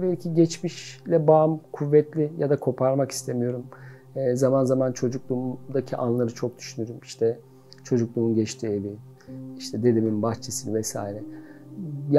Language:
Turkish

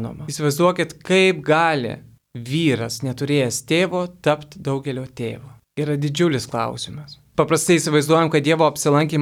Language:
Lithuanian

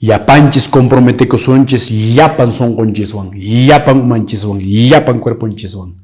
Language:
Quechua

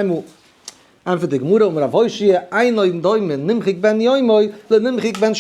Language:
Yiddish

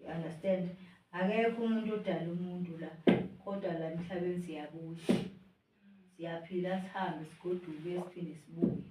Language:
Zulu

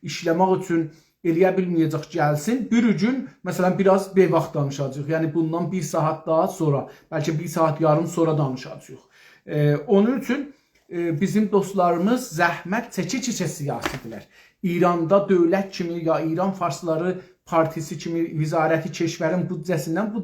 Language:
South Azerbaijani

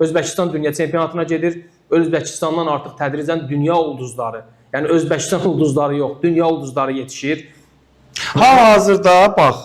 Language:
Azerbaijani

